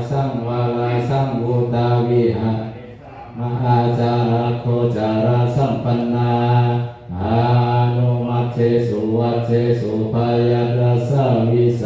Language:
Pali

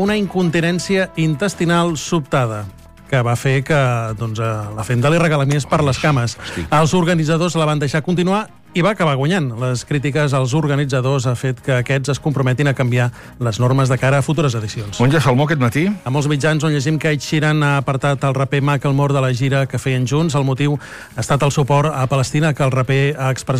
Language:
Catalan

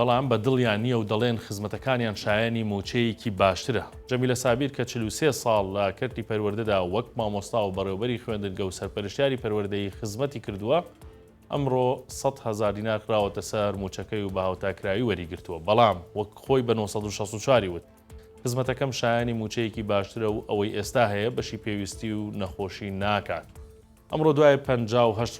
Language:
Central Kurdish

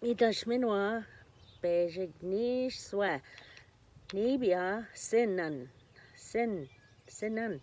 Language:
Ojibwa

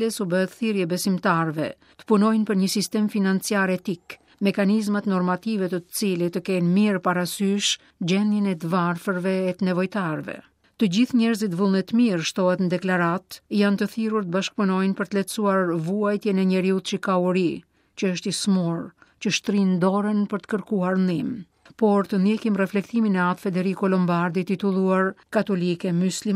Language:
Albanian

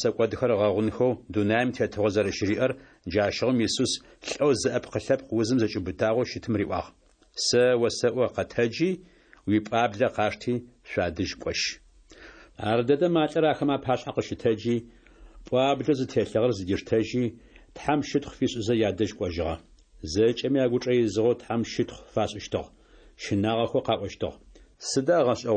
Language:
Adyghe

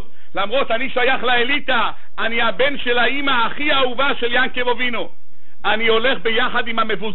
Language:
Hebrew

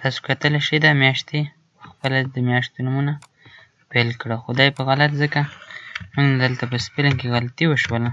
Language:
Pashto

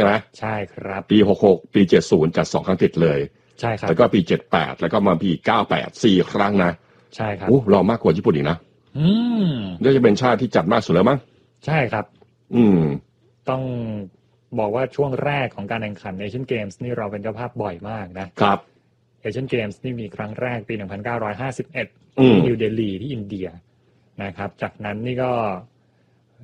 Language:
Thai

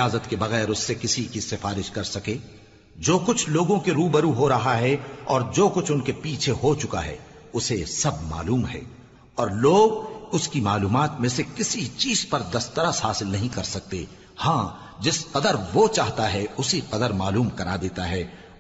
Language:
Urdu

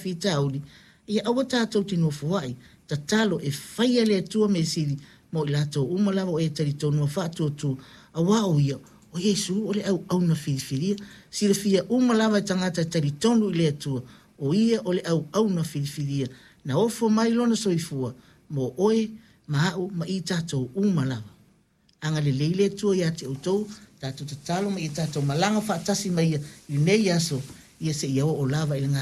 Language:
Samoan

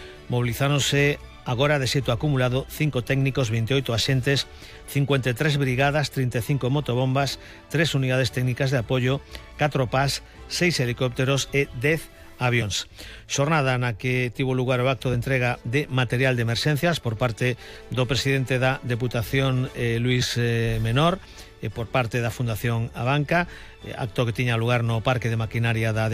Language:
Galician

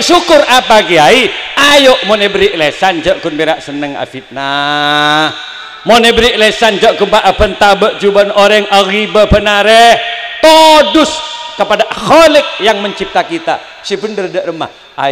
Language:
Madurese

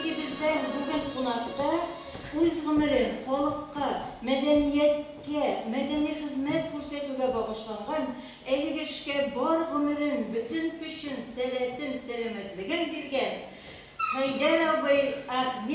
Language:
Tatar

